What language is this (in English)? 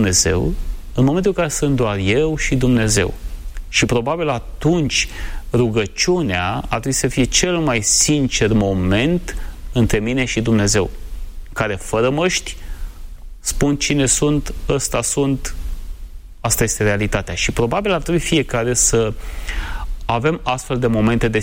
Romanian